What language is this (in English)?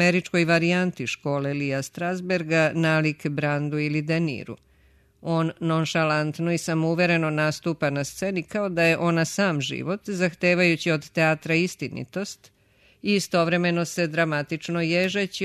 Serbian